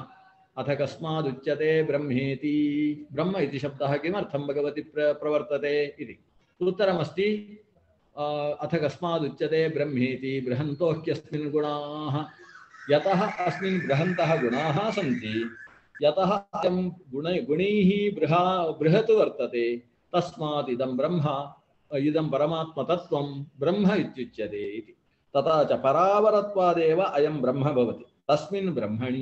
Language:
Sanskrit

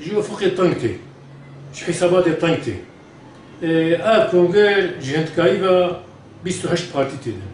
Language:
Kurdish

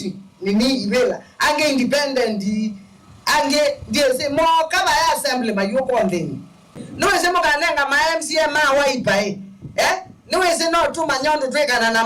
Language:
Kamba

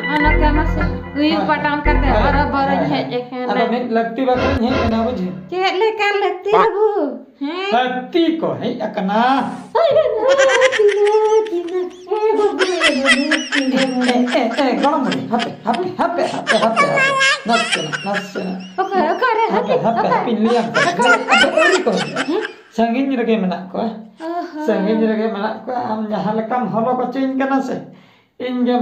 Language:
Santali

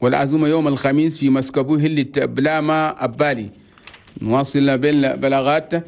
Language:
Chadian Arabic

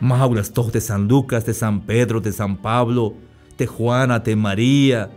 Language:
Tzeltal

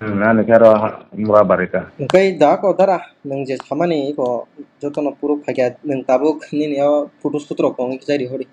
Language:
Kok Borok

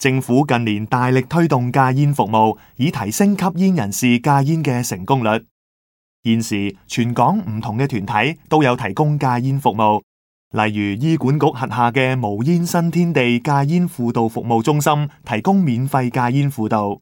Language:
Cantonese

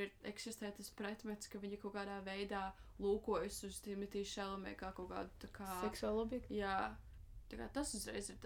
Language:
Latvian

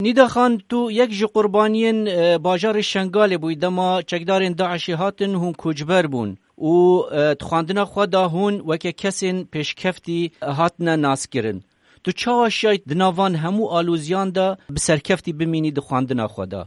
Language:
Kurdish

